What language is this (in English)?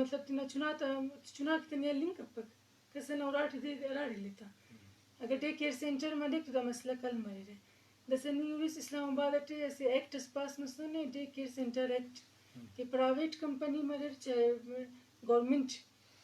Eastern Balochi